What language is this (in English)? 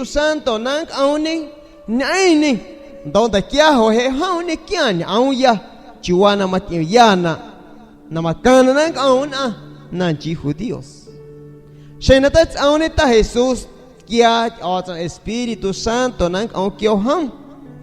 San Pedro Amuzgos Amuzgo